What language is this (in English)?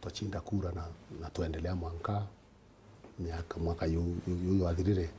Meru